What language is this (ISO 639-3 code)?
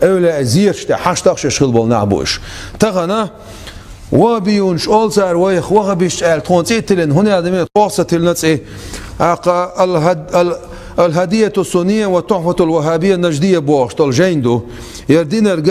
che